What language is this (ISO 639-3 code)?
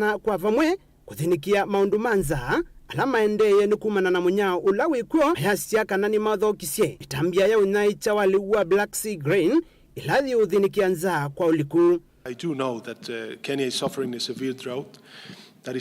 kam